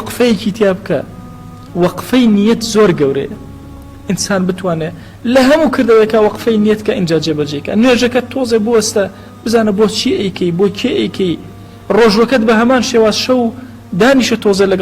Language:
Central Kurdish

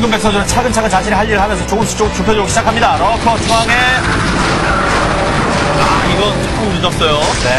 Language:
Korean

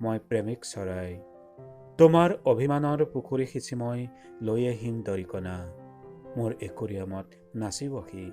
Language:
Assamese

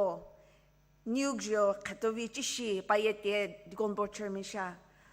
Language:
Sumi Naga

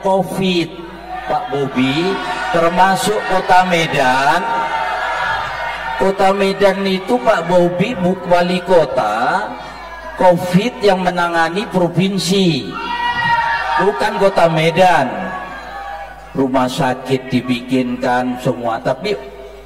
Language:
Indonesian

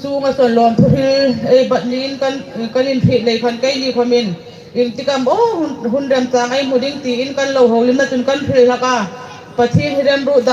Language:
Hmar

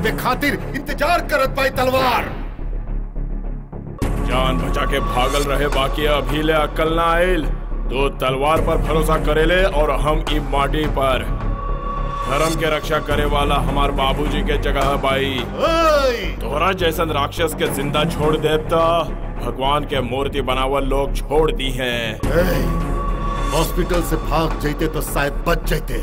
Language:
Bhojpuri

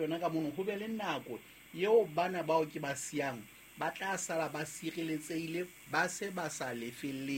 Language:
Southern Sotho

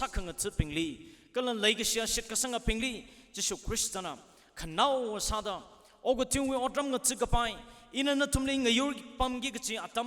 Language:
Tangkhul Naga (India)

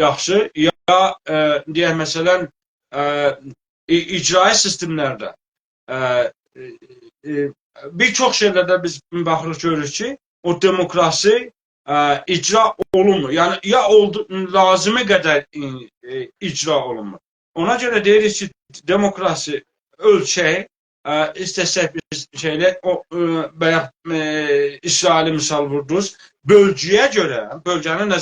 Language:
South Azerbaijani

